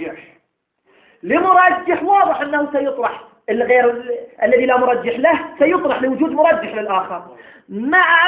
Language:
Arabic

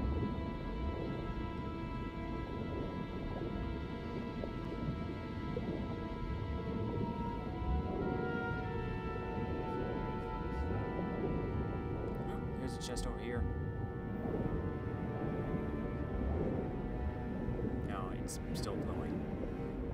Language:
English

